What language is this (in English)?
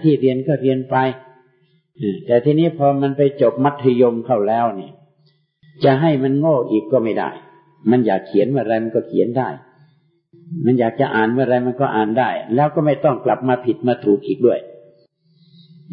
Thai